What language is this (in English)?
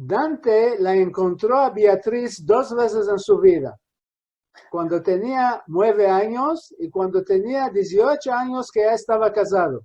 Ladino